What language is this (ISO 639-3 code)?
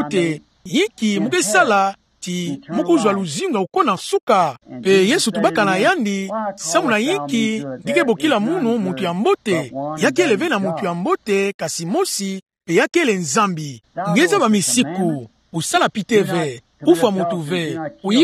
ktu